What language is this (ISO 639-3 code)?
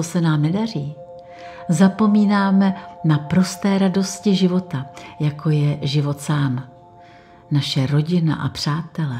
ces